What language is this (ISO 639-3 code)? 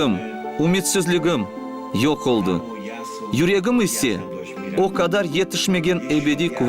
crh